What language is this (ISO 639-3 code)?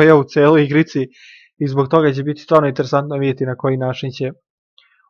srp